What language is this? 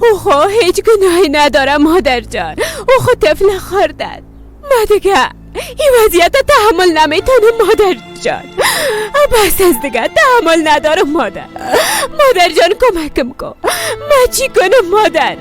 Persian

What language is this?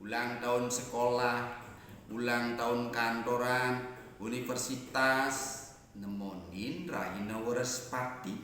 Balinese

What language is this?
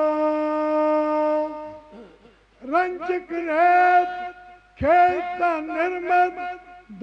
Punjabi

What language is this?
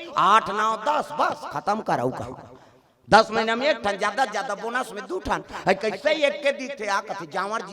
Chhattisgarhi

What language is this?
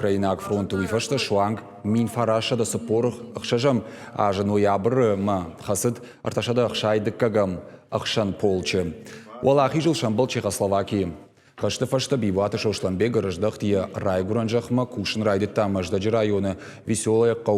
Ossetic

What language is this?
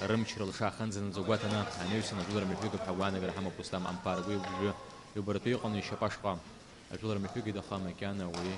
Abkhazian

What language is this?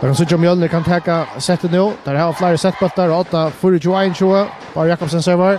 Faroese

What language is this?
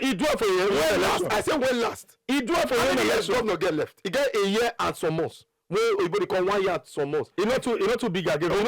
Nigerian Pidgin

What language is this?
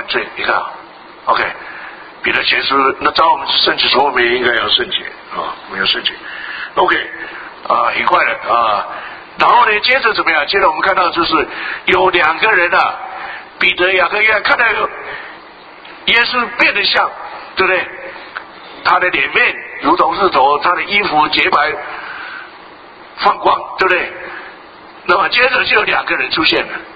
Chinese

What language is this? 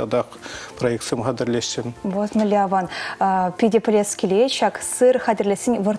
Chuvash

